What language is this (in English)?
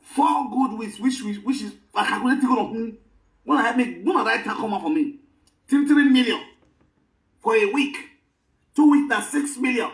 Nigerian Pidgin